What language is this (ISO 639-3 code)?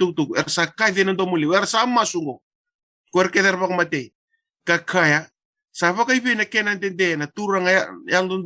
fij